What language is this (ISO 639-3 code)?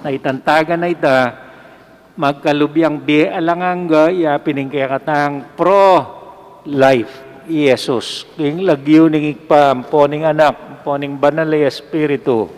pam